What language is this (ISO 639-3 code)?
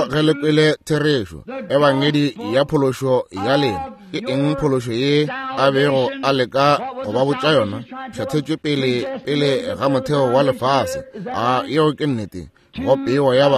nso